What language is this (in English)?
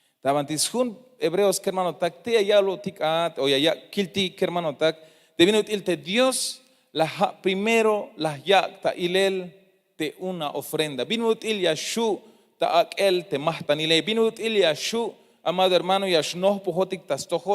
Tzeltal